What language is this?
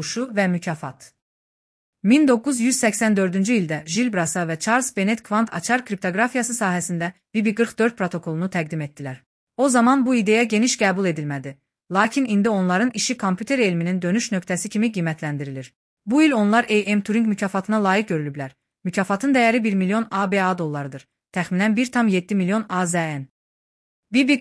Azerbaijani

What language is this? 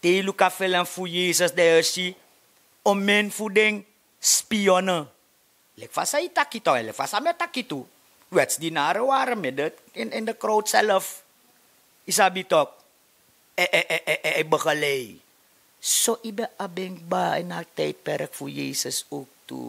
Sranan Tongo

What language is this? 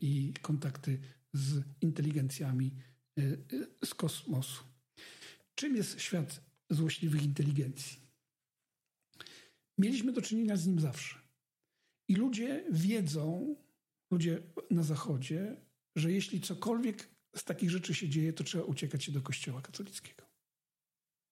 Polish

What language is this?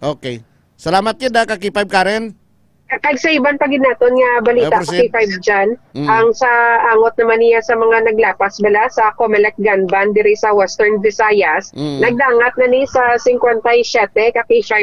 Hiligaynon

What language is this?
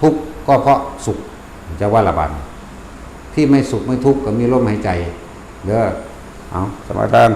Northeastern Thai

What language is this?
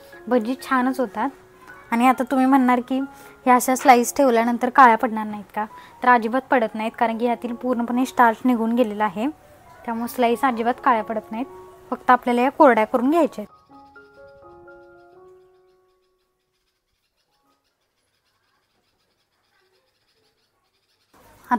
Marathi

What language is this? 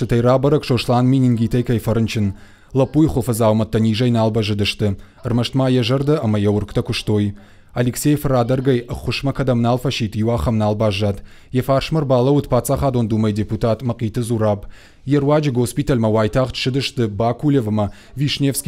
Ossetic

